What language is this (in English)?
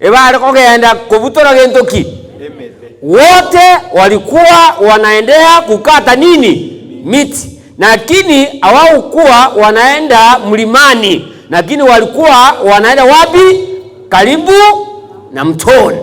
Gusii